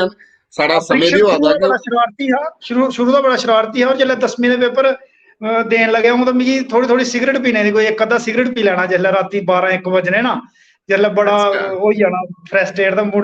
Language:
Dogri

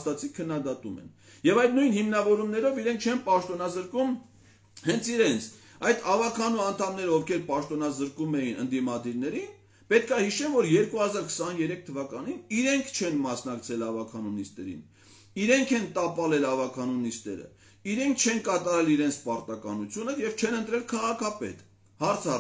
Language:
Armenian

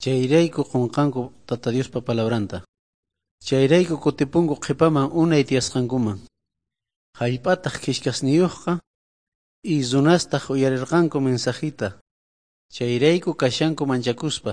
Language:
South Bolivian Quechua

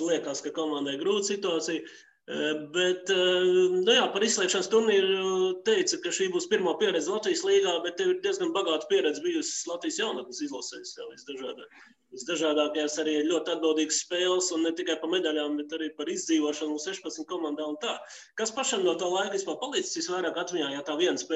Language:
Latvian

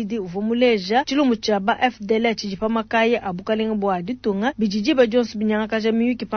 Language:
Luba-Lulua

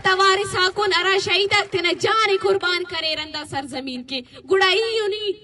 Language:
Eastern Balochi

